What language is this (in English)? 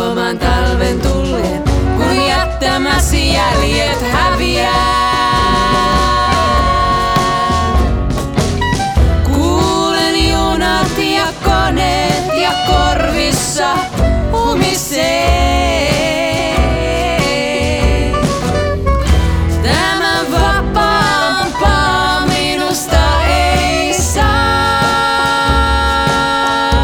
Finnish